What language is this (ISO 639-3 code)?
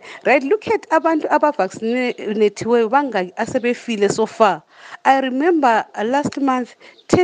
nde